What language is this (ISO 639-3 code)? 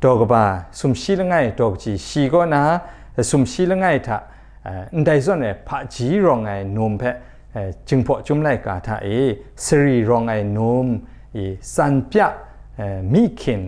kac